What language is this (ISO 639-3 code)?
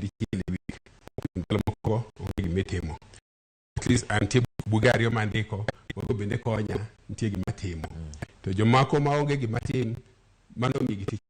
luo